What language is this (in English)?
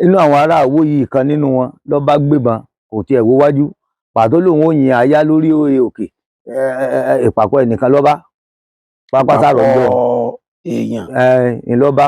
Yoruba